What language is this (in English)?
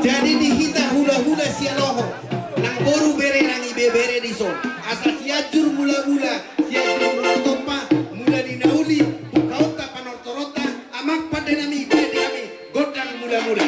Batak Toba